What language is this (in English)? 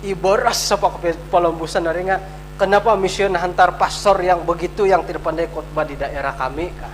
Central Dusun